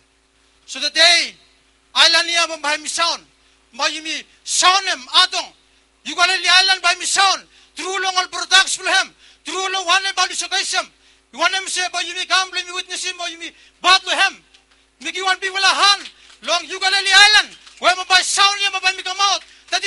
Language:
Bislama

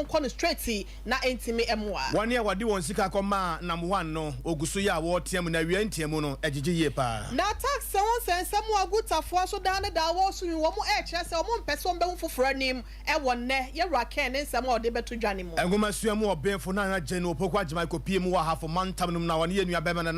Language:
Akan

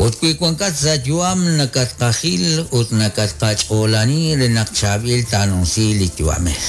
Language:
Kekchí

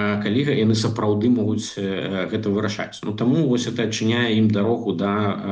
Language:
Belarusian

